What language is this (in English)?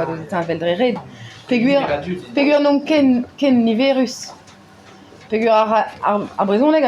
Breton